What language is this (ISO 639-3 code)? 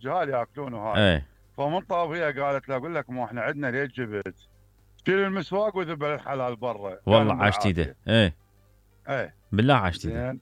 acm